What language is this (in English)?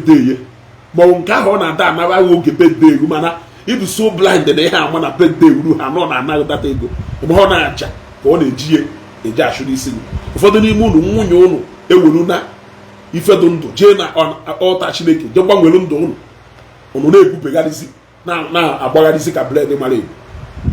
Igbo